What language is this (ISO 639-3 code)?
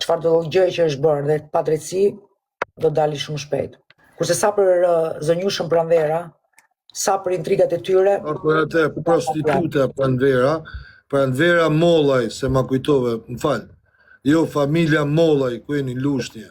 sqi